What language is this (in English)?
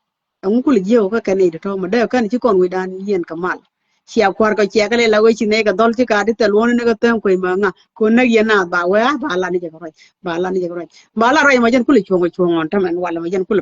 Nuer